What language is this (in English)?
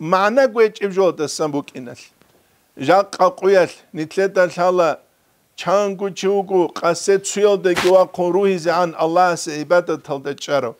Avaric